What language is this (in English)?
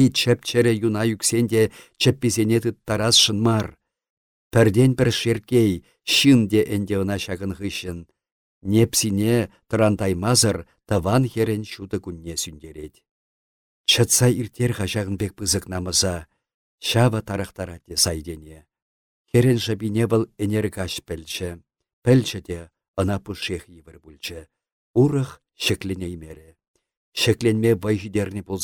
Chuvash